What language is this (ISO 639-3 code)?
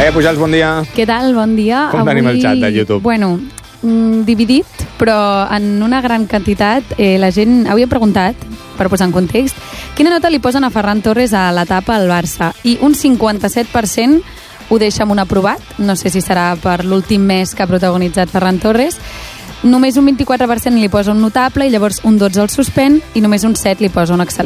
cat